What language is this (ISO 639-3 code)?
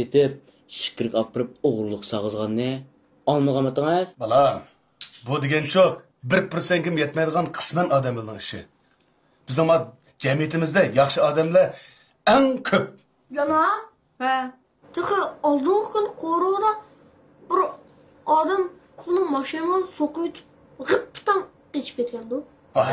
uig